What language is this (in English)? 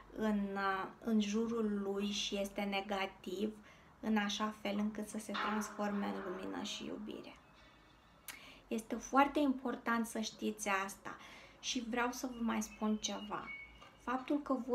Romanian